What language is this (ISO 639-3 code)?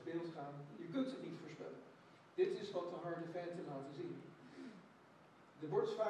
nld